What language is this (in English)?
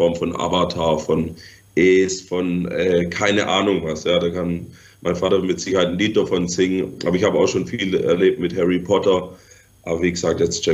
German